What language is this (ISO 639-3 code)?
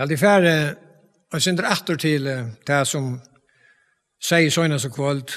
fao